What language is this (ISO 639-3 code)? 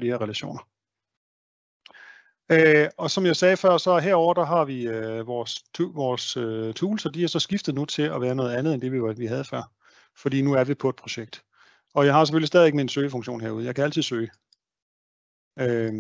dan